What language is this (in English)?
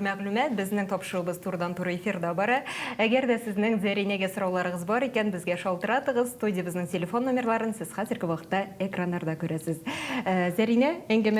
Tatar